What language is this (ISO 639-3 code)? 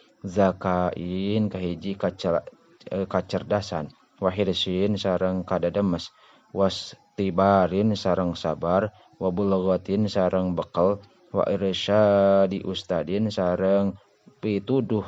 sun